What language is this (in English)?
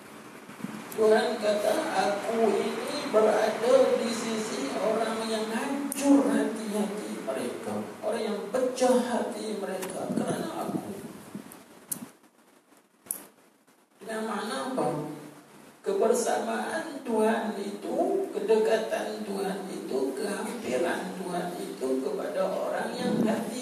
Malay